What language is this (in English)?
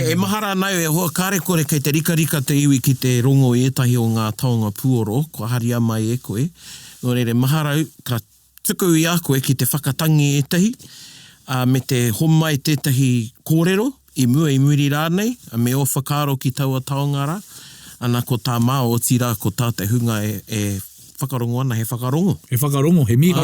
Māori